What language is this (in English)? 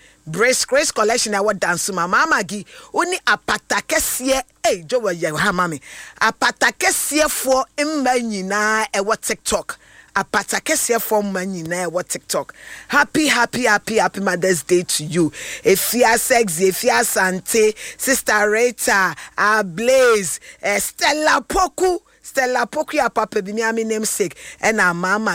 Akan